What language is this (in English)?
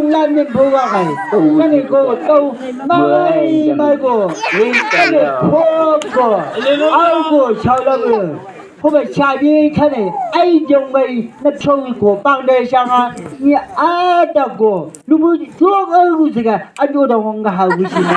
Chang Naga